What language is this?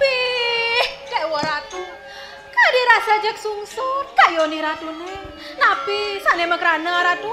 Balinese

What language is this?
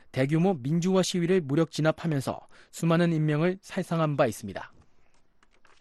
Korean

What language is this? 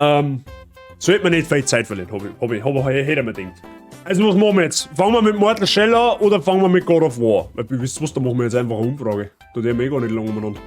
Bavarian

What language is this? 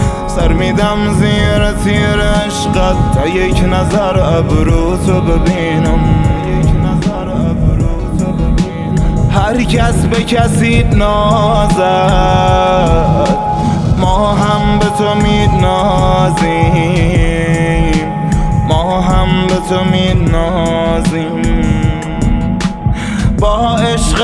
Persian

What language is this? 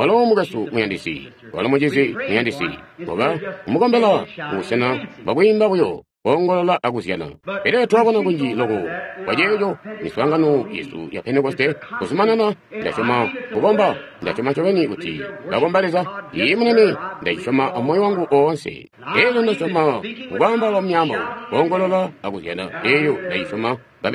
Tonga (Zambia)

